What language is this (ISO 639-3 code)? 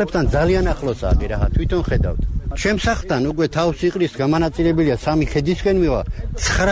kat